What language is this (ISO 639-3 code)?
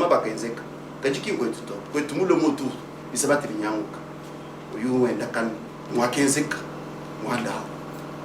lua